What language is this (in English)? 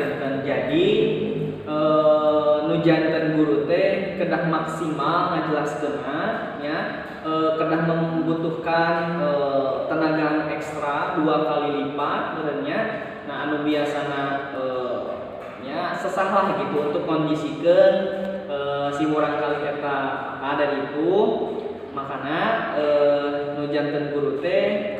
Sundanese